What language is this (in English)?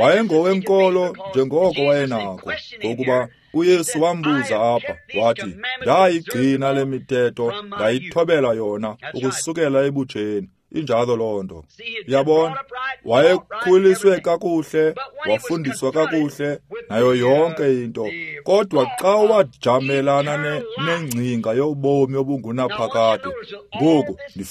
Xhosa